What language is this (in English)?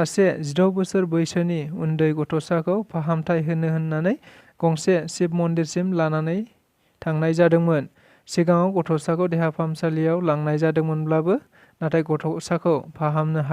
Bodo